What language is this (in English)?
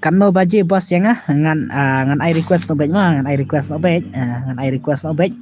Khasi